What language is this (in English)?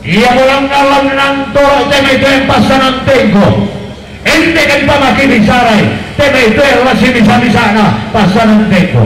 Toraja-Sa'dan